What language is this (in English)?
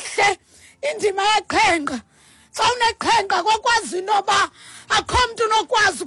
Xhosa